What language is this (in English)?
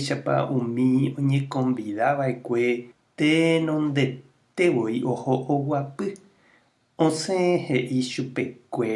Guarani